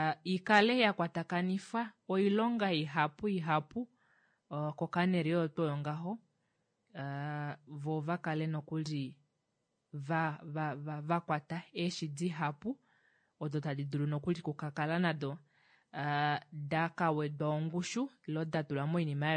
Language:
Kuanyama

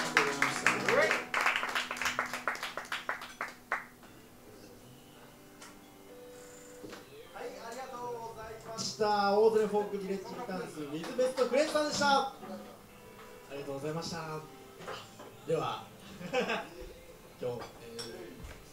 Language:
Japanese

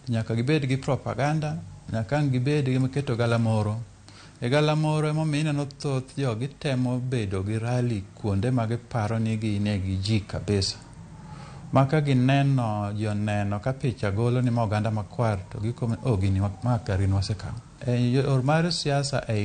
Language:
Luo (Kenya and Tanzania)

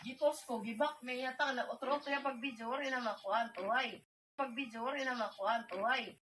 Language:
Waray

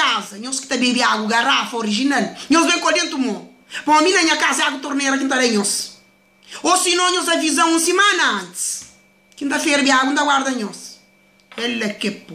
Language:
Kabuverdianu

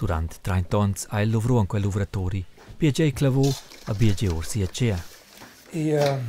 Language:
Romansh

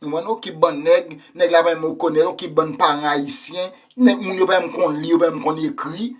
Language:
Haitian Creole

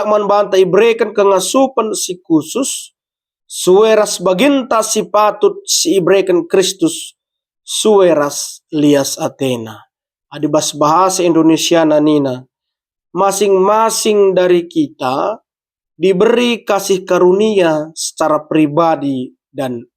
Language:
Batak Karo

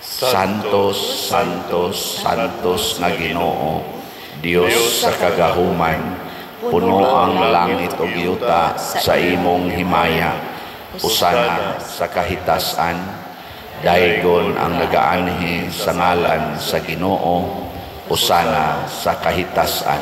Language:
Cebuano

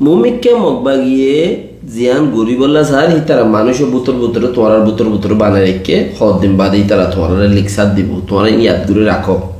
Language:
Rohingya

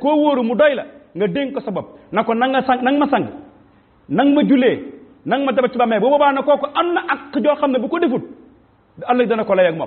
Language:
Wolof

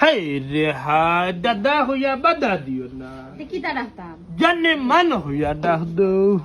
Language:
Sylheti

